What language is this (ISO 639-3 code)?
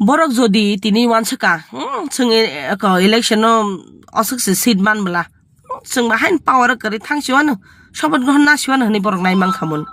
trp